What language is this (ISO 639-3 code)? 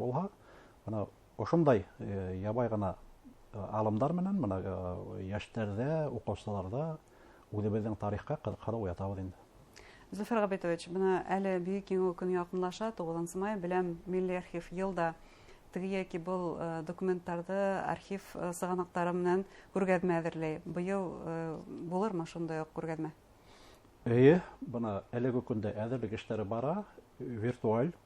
bak